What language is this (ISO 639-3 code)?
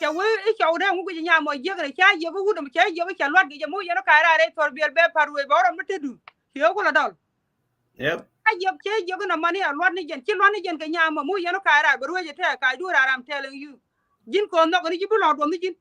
nus